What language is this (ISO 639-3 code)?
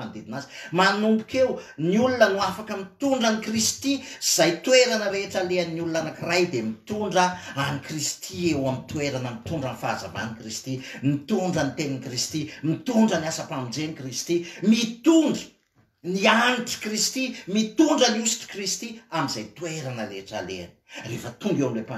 mlg